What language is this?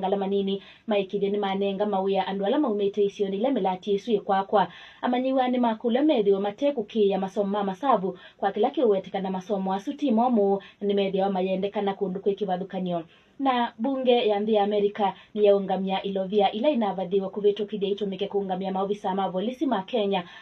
Kamba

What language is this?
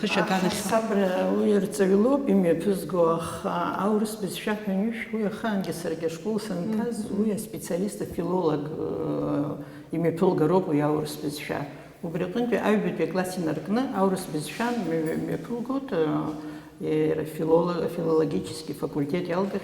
Abkhazian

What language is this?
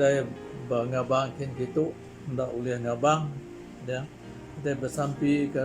Iban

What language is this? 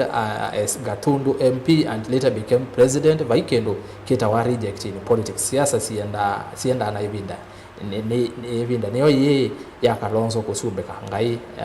Kamba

